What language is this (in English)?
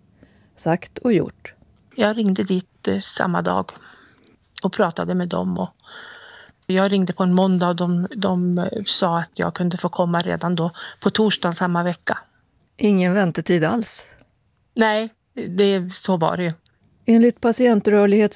Swedish